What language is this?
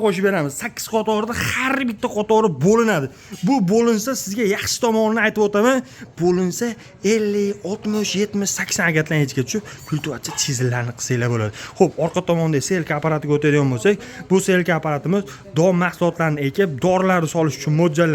Uzbek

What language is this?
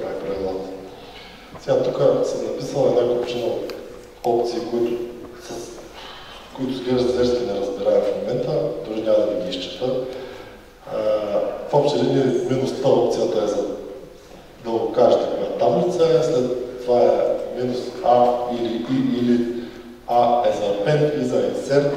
Bulgarian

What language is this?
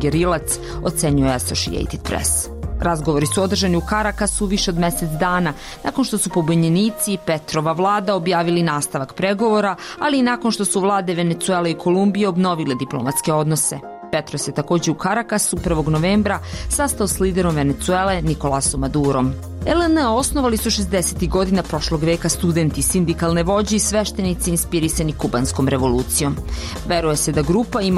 Serbian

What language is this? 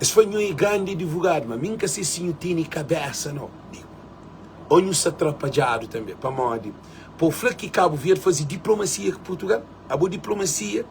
Kabuverdianu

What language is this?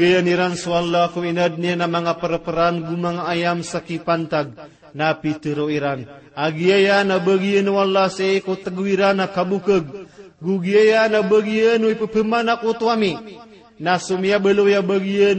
Maranao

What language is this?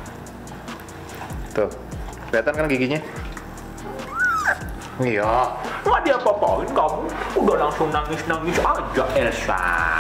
Indonesian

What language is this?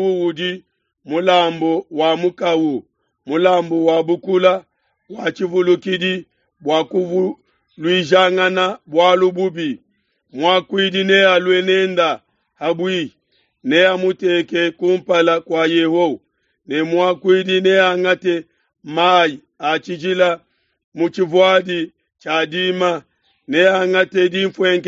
Luba-Lulua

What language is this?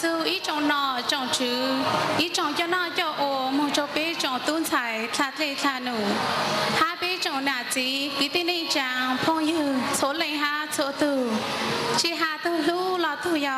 Hmong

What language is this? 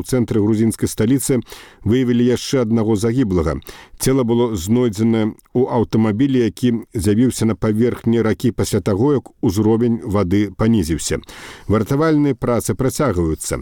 Belarusian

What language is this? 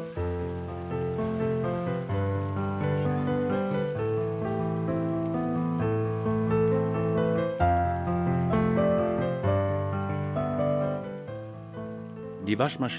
German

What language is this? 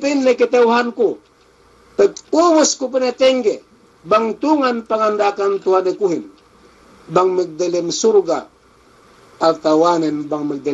Yakan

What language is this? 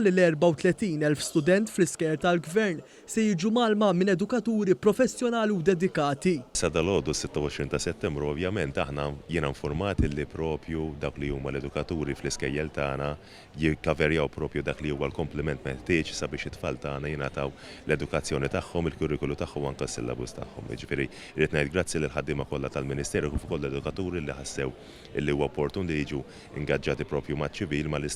Maltese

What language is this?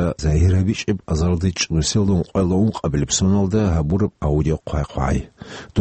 Avaric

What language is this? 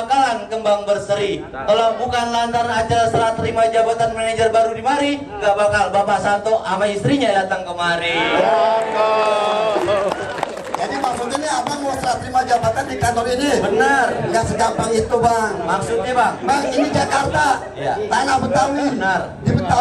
Betawi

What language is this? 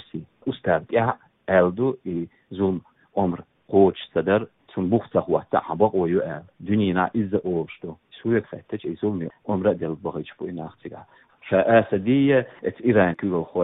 Chechen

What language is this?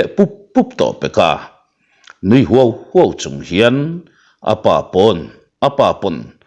Mizo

